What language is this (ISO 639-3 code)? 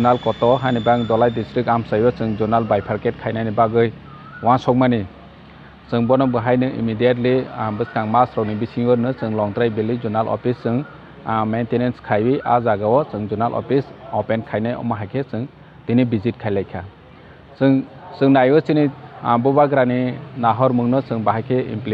trp